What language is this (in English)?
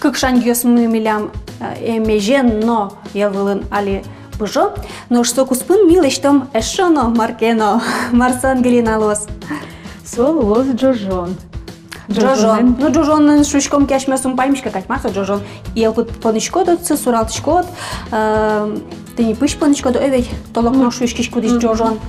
Udmurt